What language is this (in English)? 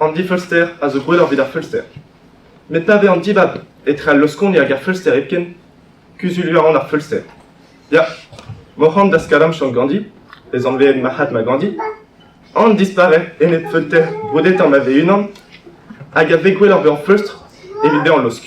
Breton